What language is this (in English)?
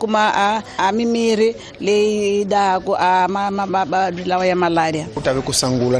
Tsonga